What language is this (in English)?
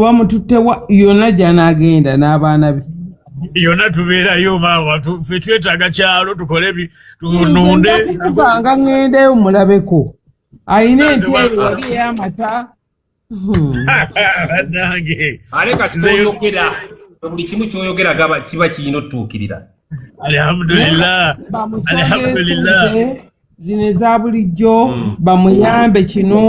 Ganda